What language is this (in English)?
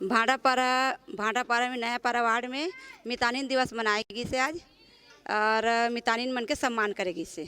Chhattisgarhi